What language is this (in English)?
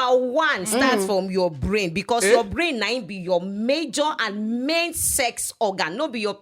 Nigerian Pidgin